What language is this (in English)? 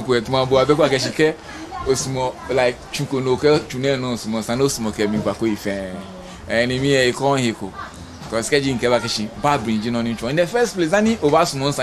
Ga